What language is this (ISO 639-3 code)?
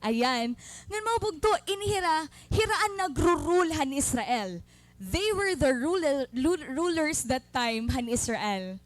war